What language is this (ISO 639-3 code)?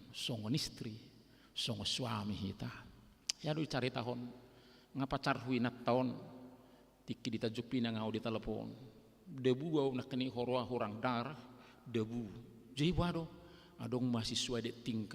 bbc